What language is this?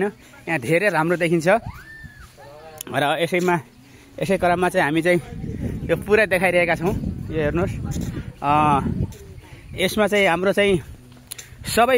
Nepali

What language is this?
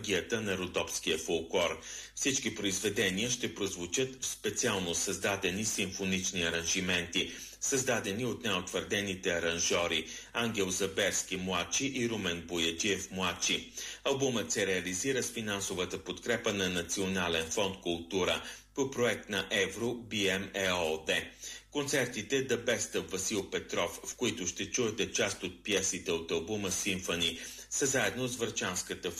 Bulgarian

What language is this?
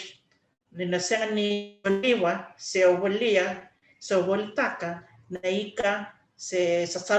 Fijian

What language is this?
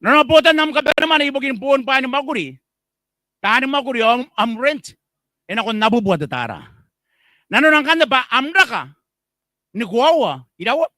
Gilbertese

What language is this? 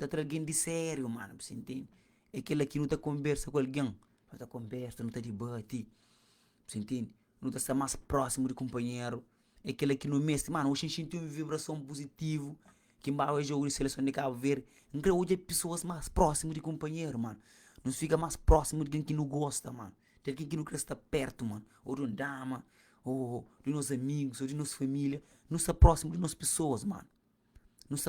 Kabuverdianu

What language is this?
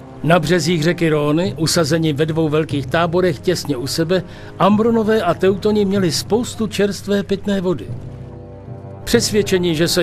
Czech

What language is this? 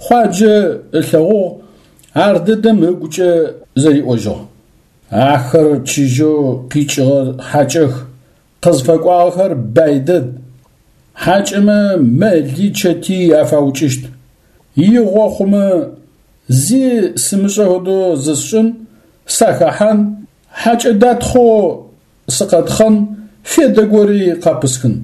Adyghe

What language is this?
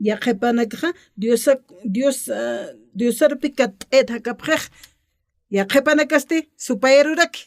Aymara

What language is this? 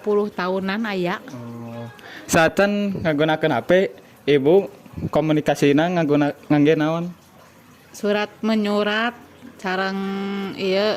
Sundanese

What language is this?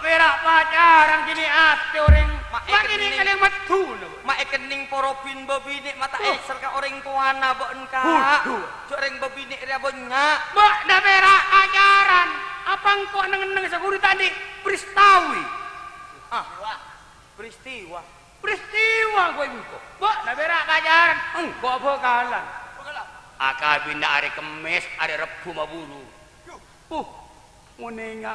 Madurese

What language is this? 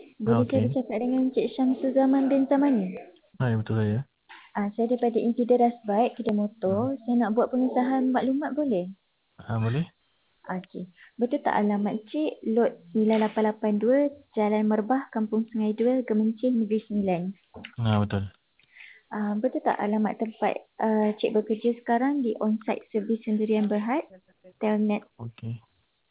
Malay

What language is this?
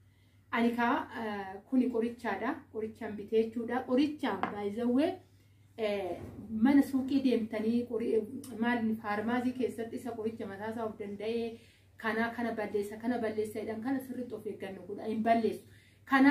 Oromo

